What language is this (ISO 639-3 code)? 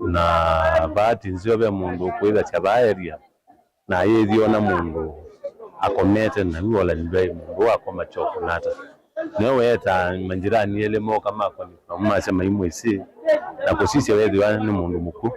kam